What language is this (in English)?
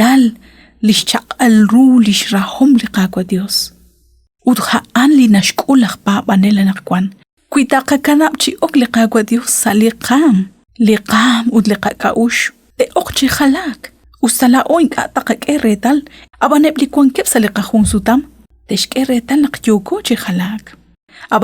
Kekchí